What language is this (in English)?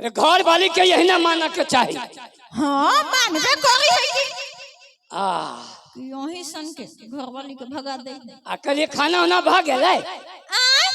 Maithili